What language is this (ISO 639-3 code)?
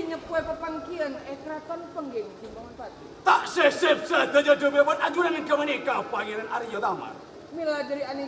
mad